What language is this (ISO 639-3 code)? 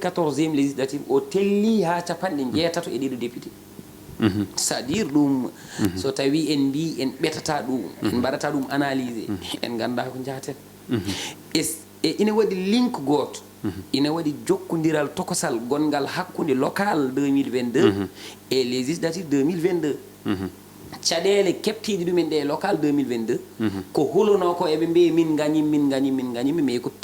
ful